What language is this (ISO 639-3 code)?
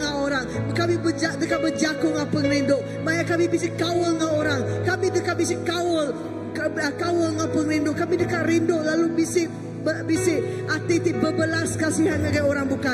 iba